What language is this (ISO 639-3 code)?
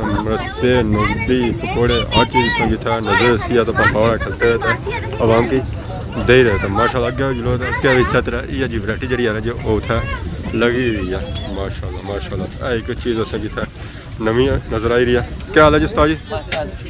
phr